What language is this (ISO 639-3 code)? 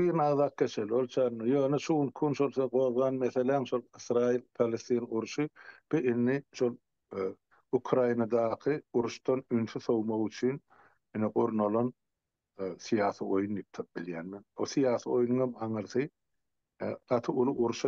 tuk